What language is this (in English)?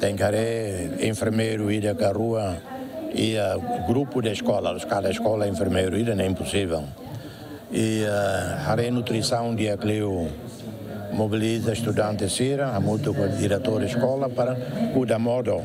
Tetum